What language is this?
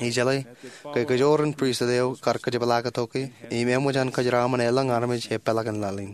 Marshallese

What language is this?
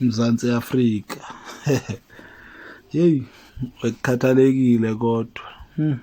Zulu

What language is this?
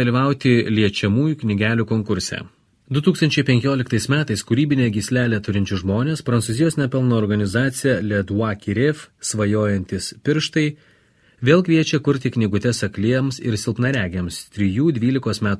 Lithuanian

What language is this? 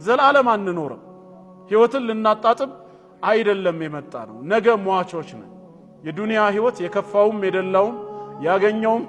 Amharic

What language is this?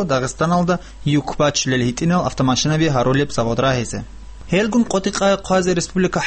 Avaric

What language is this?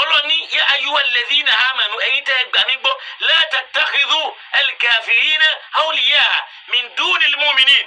Yoruba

